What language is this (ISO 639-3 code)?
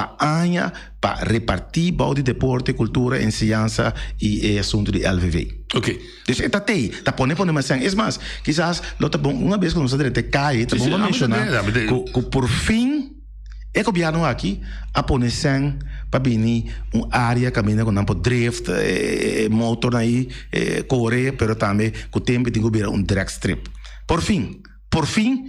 pap